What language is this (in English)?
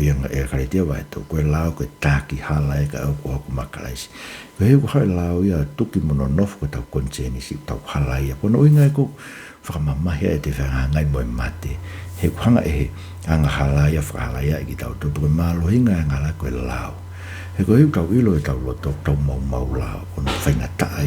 Tongan